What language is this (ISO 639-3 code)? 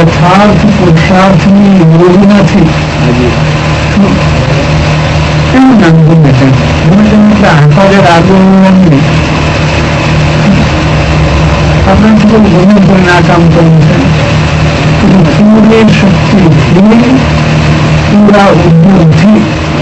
guj